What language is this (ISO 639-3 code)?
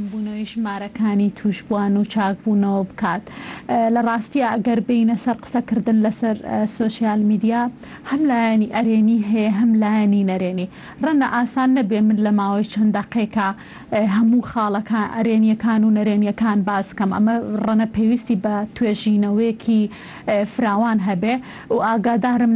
ckb